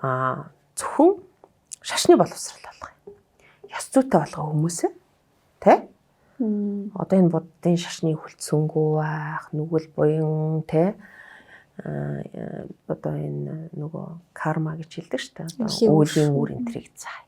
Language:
Mongolian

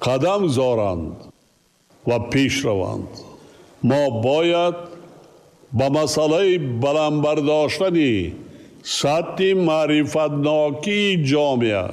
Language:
Tajik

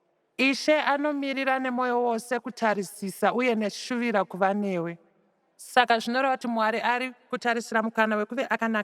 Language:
Shona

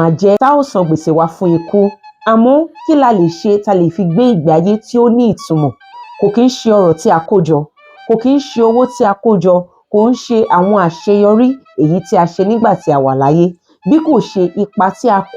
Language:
Yoruba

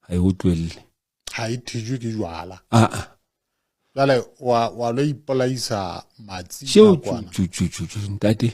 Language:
Southern Sotho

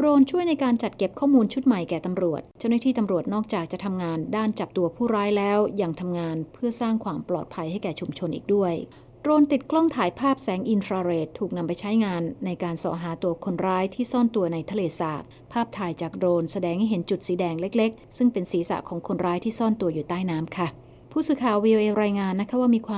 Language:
Thai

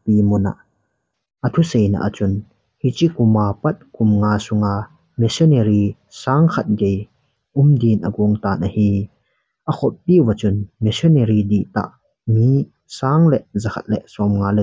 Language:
Thado Chin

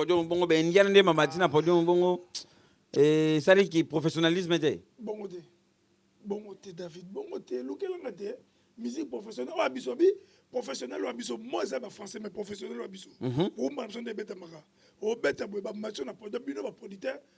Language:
Lingala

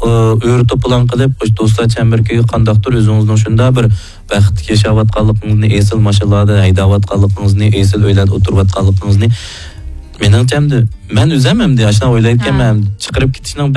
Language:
Uyghur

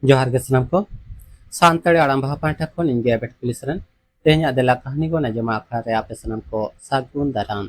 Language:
Santali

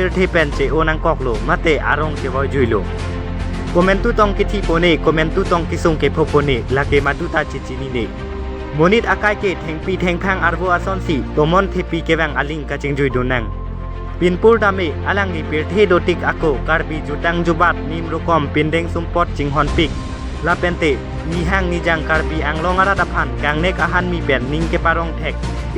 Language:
Karbi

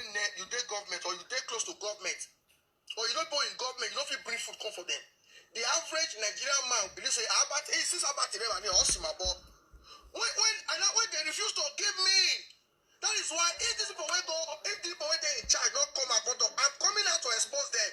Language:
Nigerian Pidgin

